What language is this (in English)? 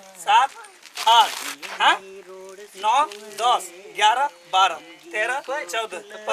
Santali